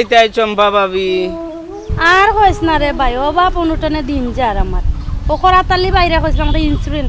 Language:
Sylheti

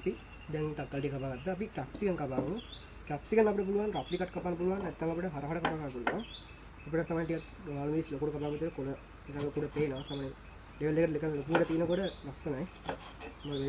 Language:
Sinhala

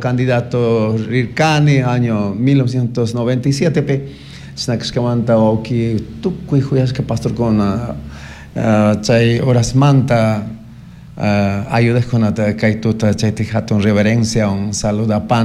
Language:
Chimborazo Highland Quichua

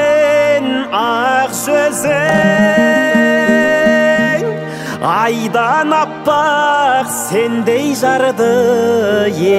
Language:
Kazakh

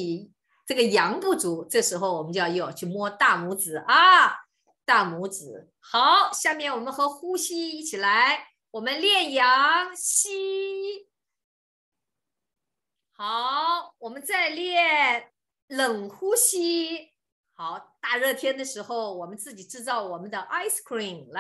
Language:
Chinese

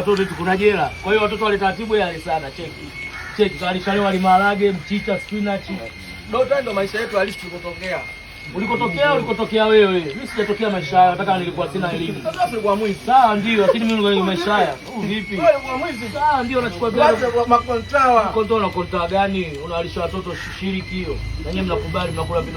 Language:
Swahili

